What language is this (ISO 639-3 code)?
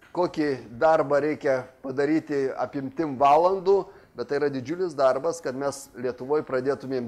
lit